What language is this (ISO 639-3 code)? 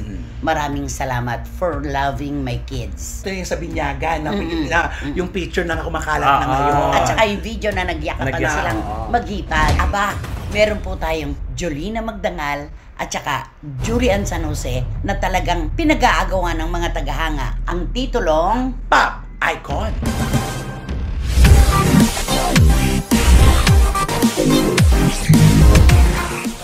fil